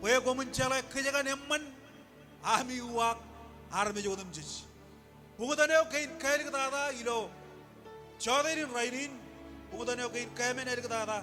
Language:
Marshallese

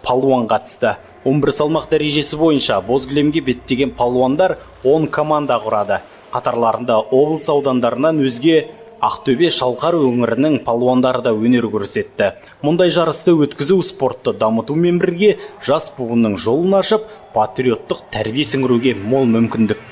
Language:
Kazakh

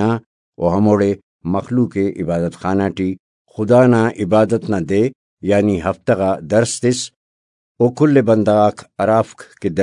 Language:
Brahui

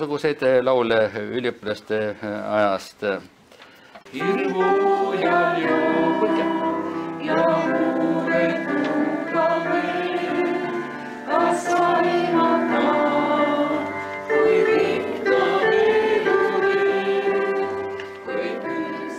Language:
Estonian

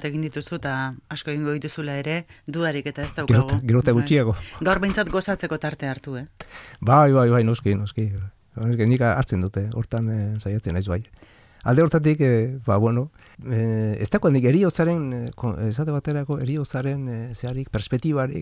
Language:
Basque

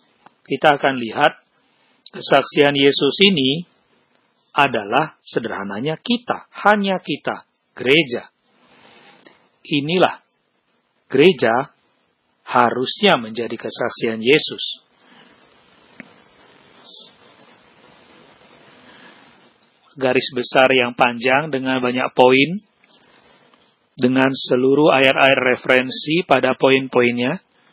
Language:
Indonesian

